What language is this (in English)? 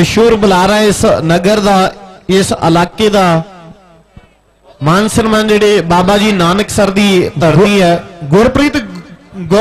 Punjabi